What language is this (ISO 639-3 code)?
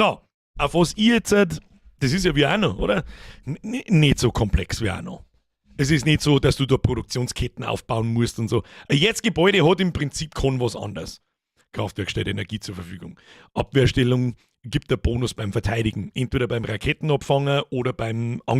bar